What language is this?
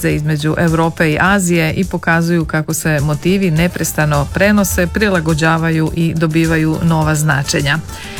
Croatian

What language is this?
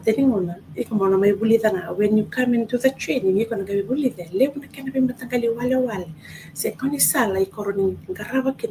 Fijian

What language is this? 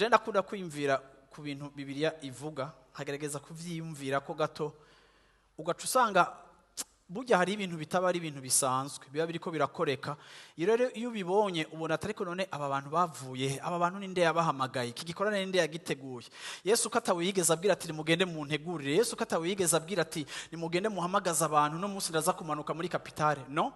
Rundi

